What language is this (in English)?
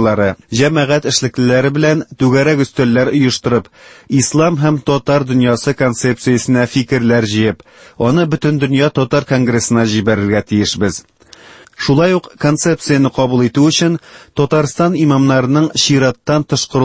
Tatar